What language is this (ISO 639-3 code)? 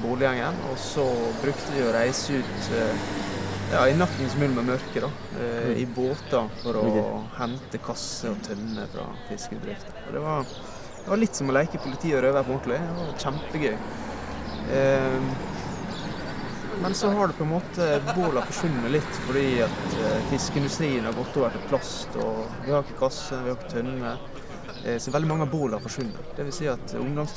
nor